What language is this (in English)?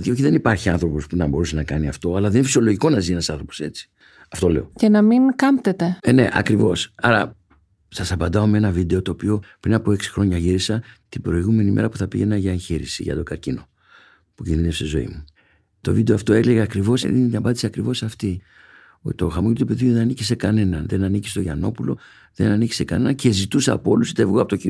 Greek